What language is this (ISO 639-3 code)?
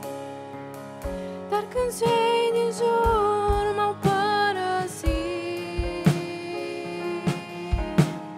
ron